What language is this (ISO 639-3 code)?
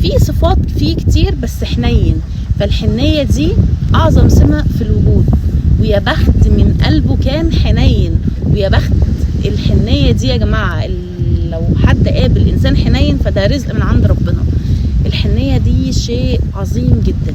arz